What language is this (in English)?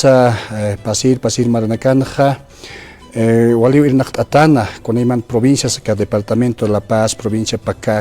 Aymara